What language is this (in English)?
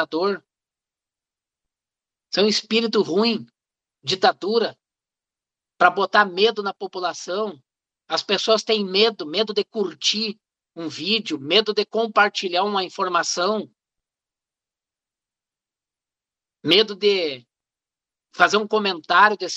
Portuguese